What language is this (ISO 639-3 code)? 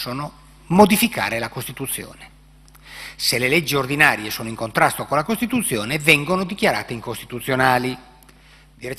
ita